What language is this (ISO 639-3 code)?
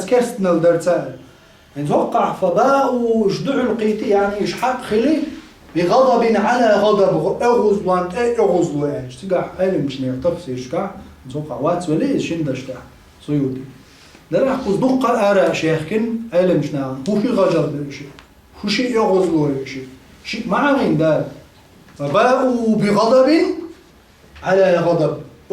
che